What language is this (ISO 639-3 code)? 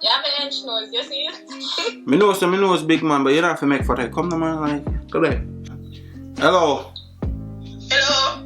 jam